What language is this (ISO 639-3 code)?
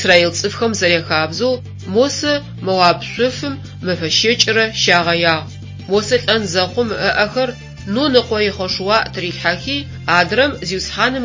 ady